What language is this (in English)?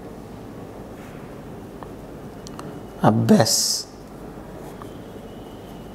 Marathi